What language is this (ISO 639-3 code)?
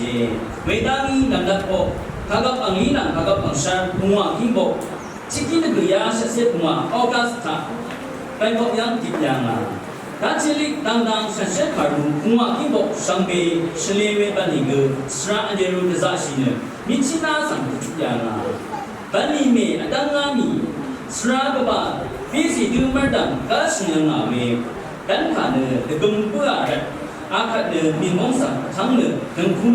raw